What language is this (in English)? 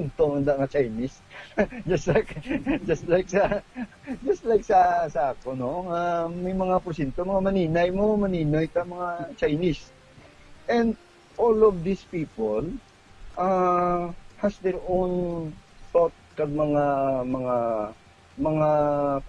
Hiligaynon